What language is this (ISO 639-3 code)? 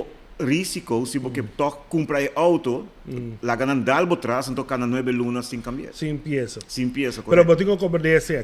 pap